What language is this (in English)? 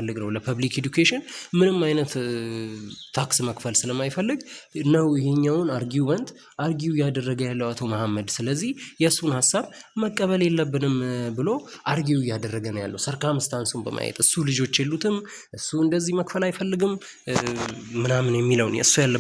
Amharic